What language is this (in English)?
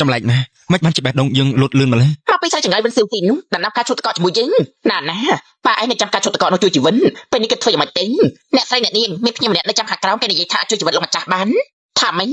Khmer